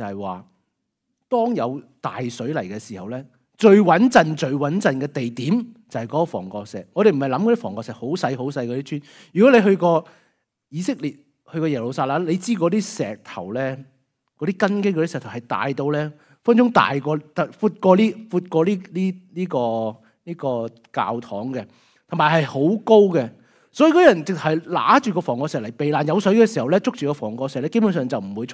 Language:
Cantonese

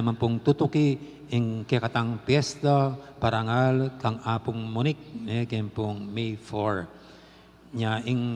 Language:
Pampanga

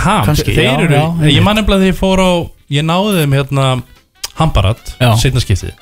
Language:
Icelandic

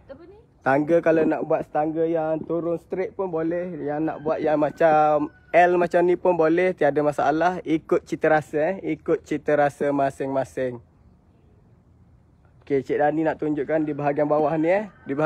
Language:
Malay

